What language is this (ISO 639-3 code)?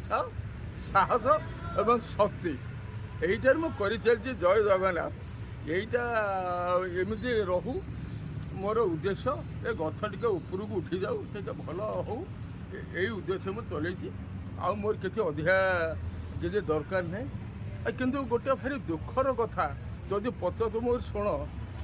ori